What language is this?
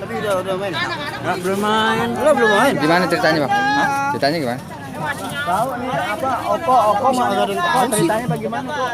Betawi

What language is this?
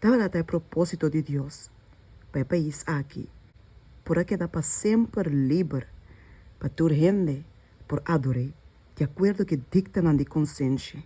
Papiamento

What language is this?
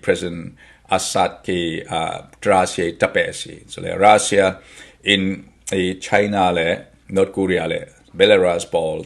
Falam Chin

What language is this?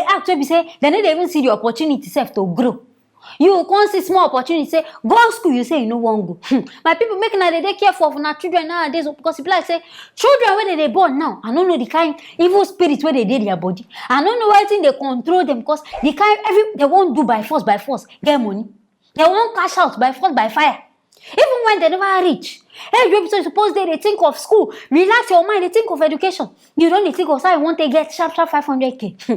Nigerian Pidgin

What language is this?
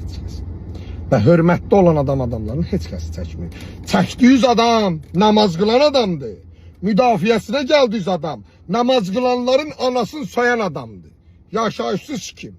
Azerbaijani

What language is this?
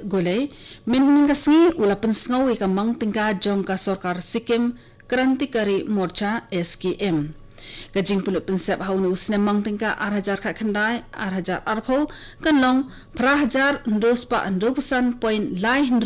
Khasi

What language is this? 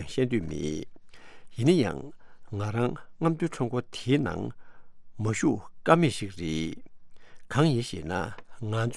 Tibetan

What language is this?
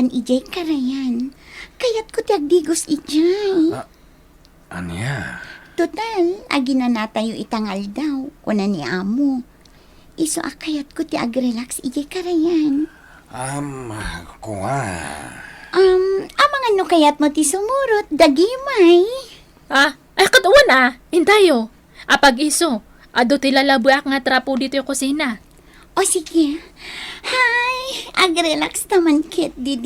Iloko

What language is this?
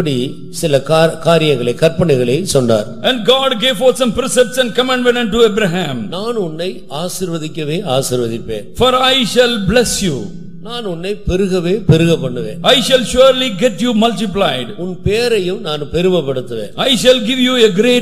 Tamil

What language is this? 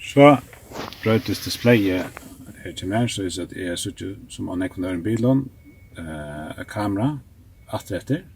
Faroese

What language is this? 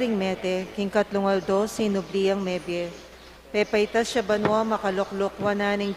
Pampanga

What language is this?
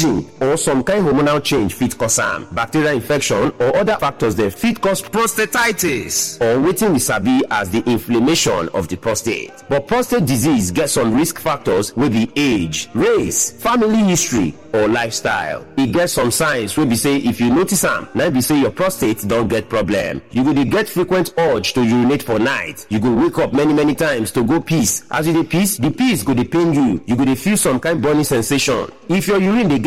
Nigerian Pidgin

